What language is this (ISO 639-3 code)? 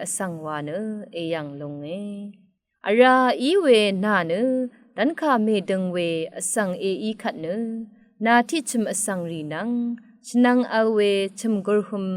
raw